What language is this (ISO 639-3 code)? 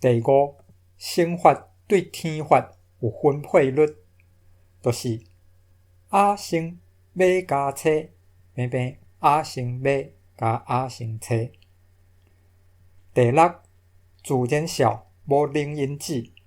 nan